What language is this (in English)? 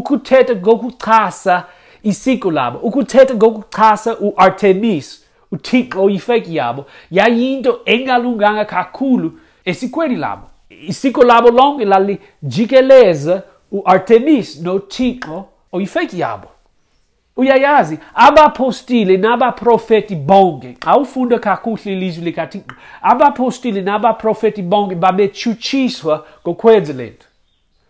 Xhosa